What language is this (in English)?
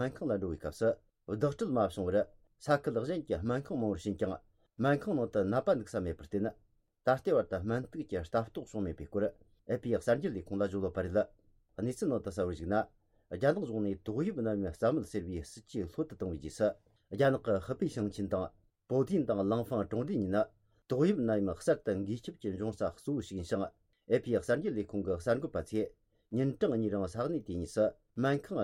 Tibetan